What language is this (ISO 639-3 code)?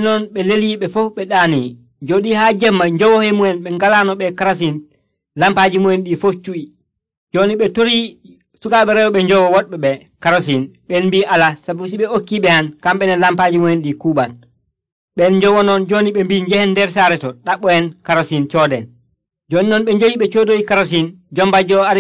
fuv